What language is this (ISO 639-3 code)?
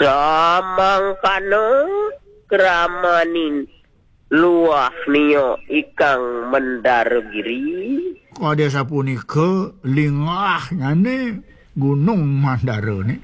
ban